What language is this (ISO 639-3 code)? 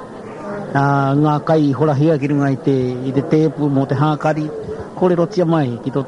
mri